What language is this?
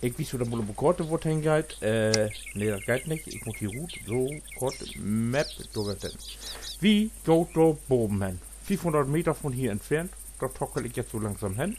Low German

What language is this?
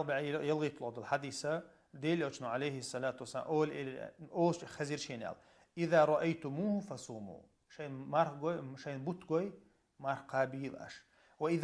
Chechen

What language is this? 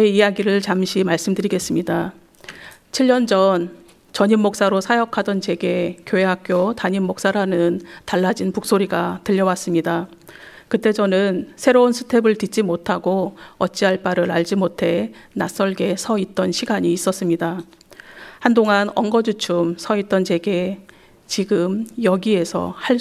Korean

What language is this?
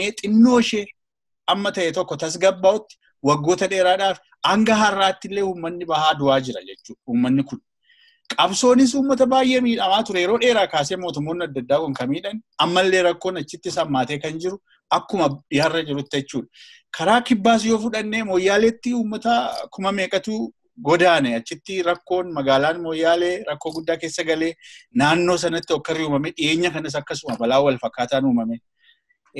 Oromo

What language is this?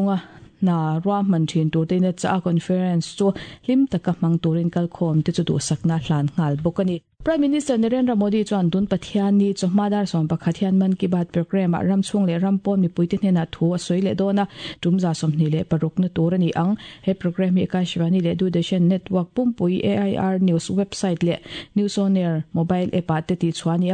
Mizo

